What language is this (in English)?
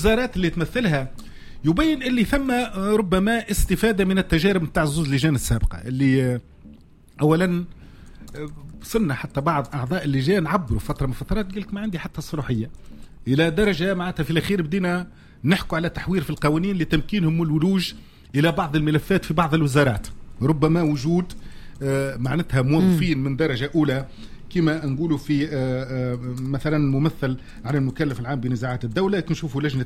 Tunisian Arabic